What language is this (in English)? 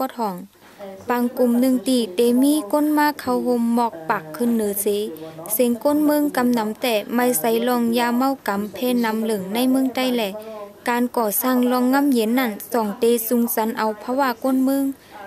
Shan